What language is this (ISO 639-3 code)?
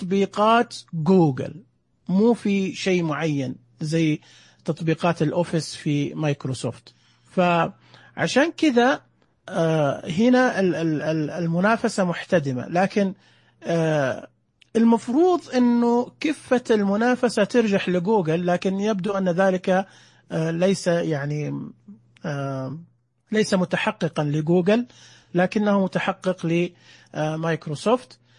ars